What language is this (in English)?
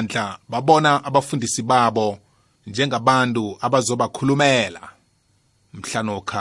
South Ndebele